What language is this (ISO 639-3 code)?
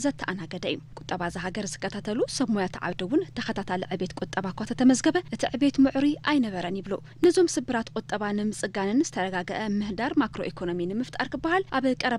tir